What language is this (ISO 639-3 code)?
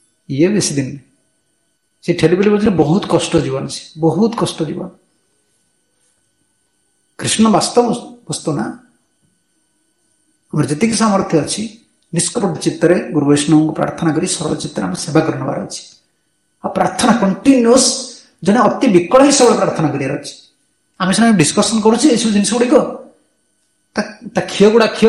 ori